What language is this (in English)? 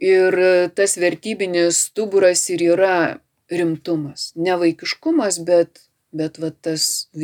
Lithuanian